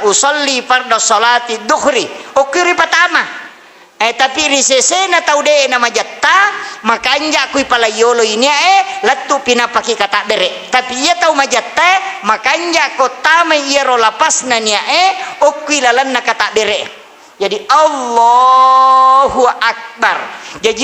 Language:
Buginese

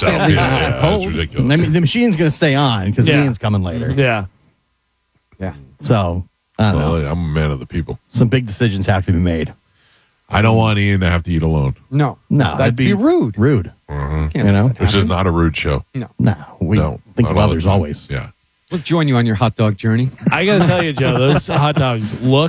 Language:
English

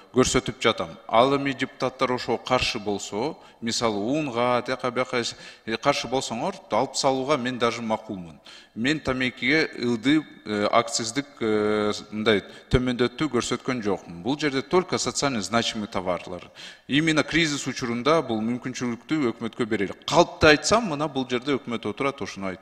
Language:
Kyrgyz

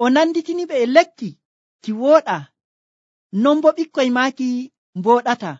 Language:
Nigerian Fulfulde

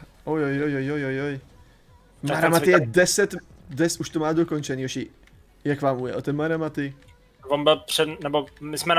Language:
Czech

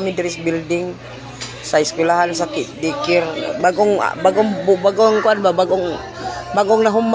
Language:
Cebuano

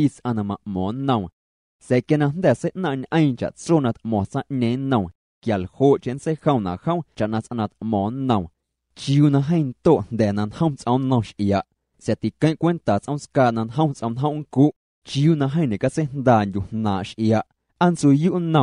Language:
Guerrero Amuzgo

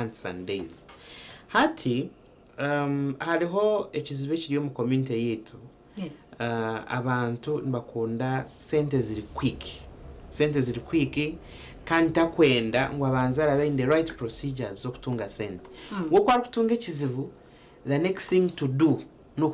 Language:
Nyankole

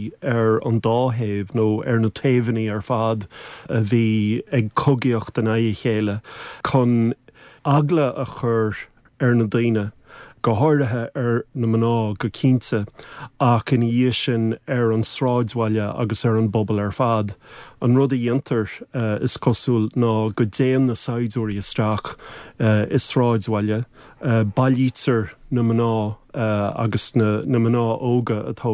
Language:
Irish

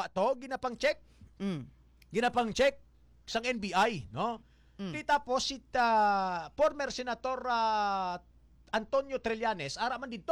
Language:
Hiligaynon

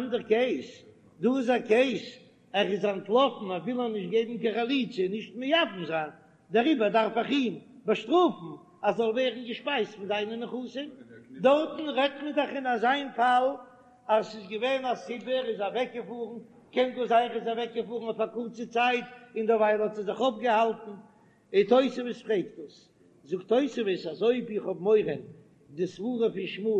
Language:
Yiddish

